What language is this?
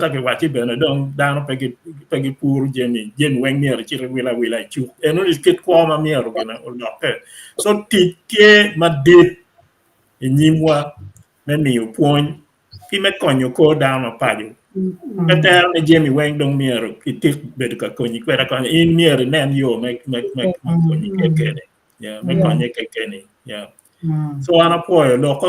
Acoli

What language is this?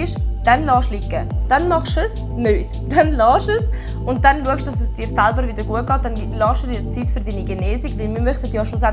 Swiss German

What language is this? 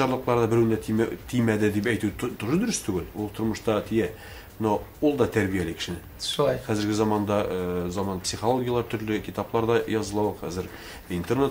Tatar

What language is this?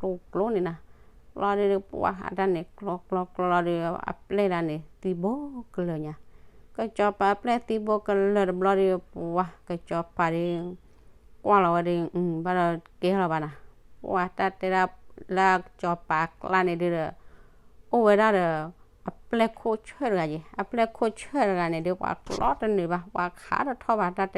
S'gaw Karen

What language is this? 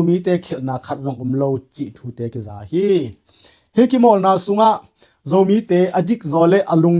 Tedim Chin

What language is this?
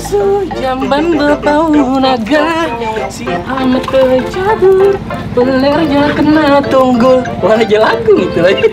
Banjar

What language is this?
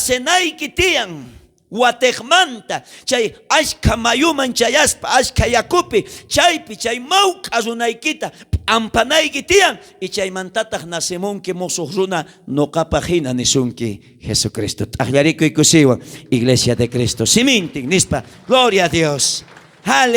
South Bolivian Quechua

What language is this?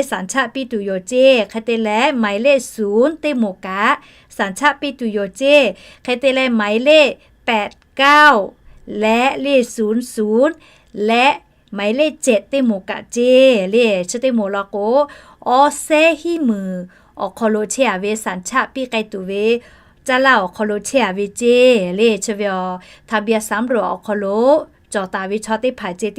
Lahu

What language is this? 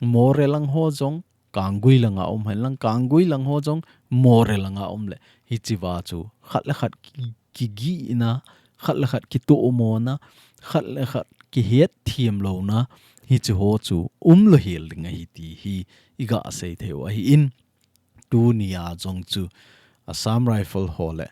Thado Chin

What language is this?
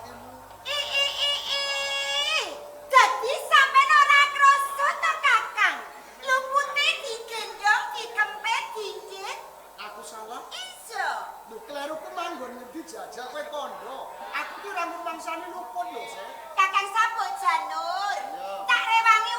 Javanese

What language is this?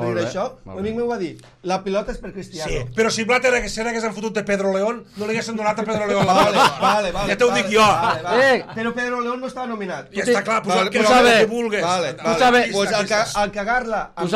Catalan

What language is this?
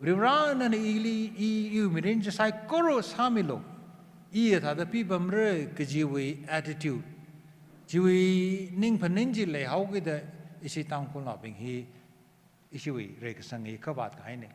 Tangkhul Naga (India)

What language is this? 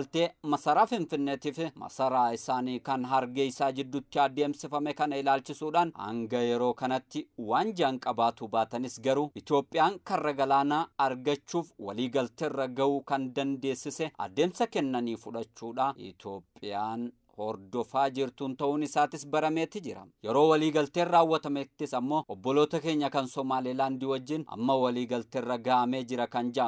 Oromo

